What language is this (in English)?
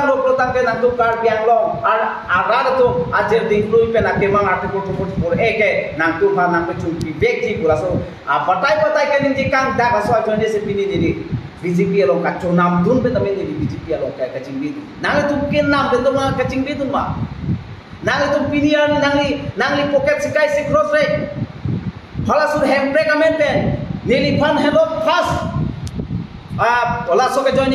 Karbi